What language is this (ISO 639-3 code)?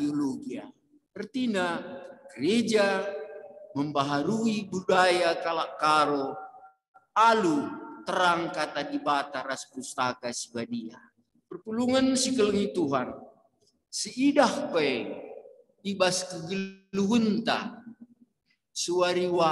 btx